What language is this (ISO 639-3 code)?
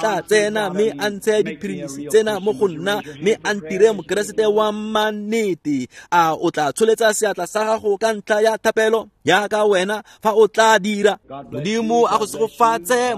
tsn